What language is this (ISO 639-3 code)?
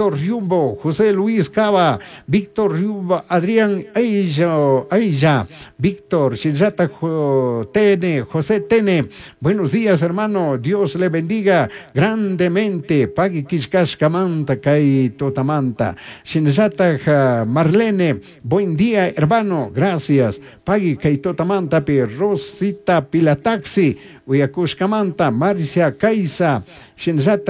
qug